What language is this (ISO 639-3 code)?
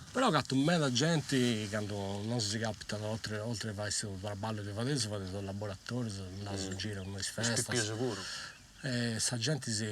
srd